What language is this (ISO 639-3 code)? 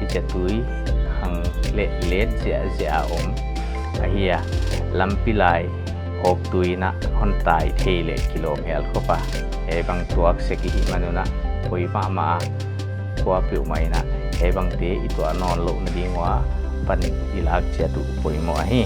pck